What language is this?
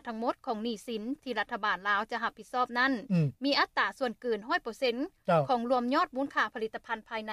Lao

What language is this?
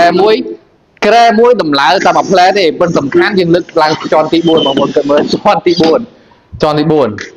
Khmer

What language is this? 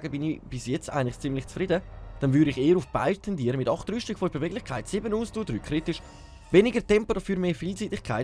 Swiss German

